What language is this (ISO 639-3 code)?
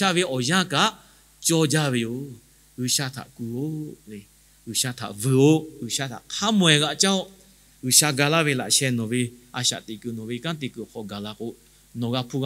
lhu